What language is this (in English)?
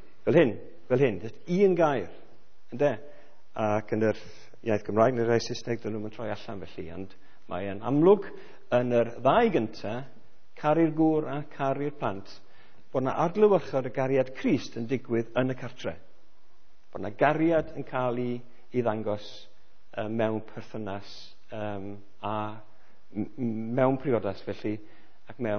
Welsh